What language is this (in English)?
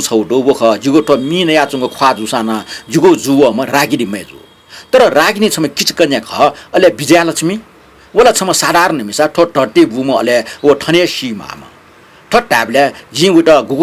Newari